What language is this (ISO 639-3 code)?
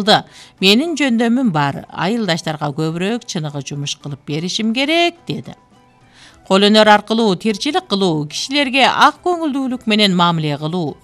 kir